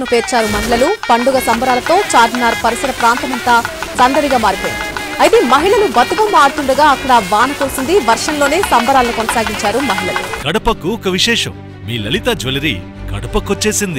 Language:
Telugu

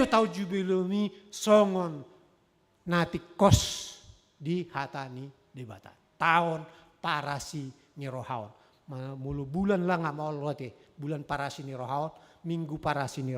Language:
Batak Toba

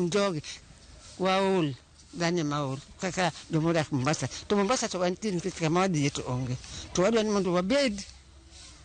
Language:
Luo (Kenya and Tanzania)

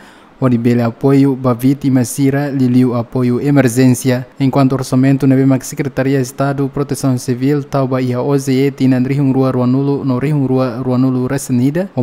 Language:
Tetum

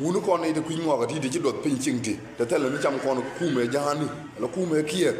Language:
Nuer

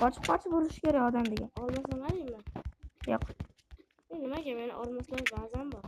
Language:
Uzbek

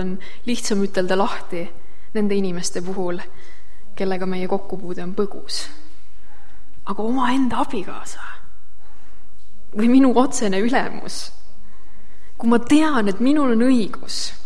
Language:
Estonian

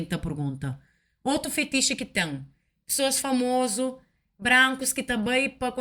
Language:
Kabuverdianu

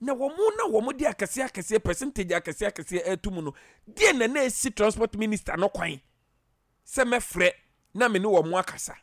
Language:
Akan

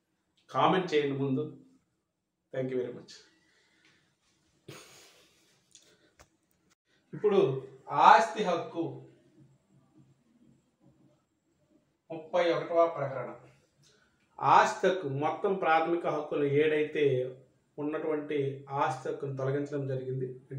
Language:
Telugu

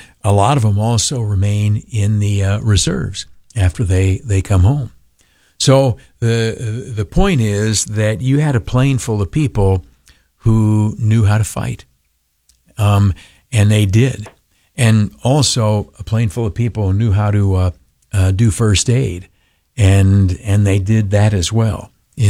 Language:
English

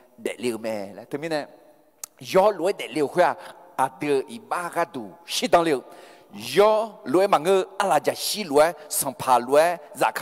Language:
Akha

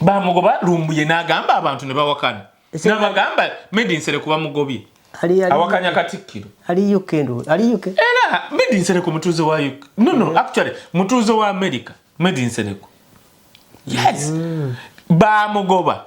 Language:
Ganda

